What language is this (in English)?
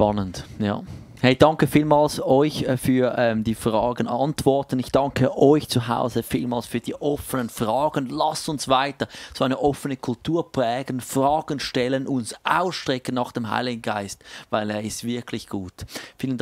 Swiss German